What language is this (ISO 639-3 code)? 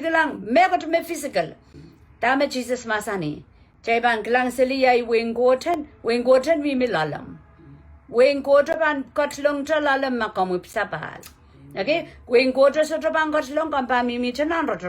pon